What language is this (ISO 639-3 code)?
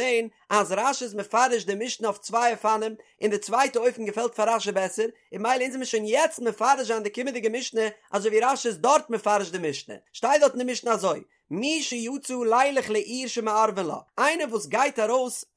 yid